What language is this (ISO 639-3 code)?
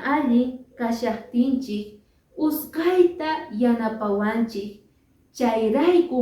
que